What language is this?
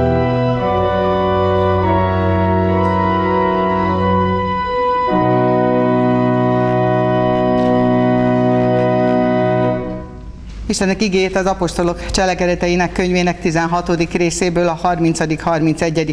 Hungarian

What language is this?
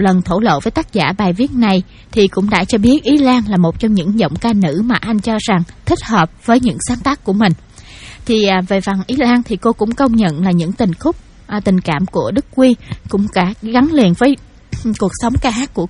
Vietnamese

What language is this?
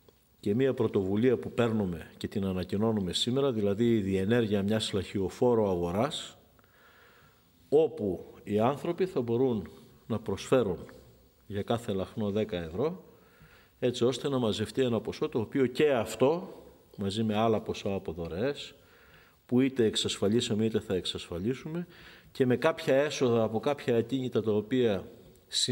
Greek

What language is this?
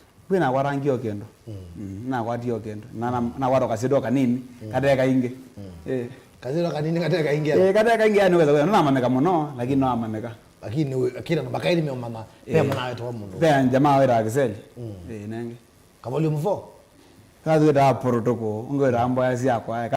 Kamba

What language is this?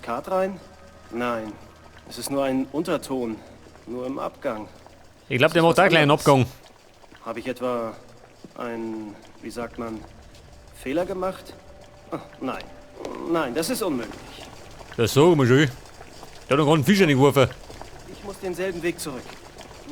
Bavarian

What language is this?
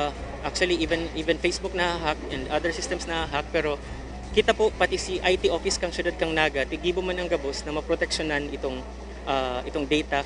Bikol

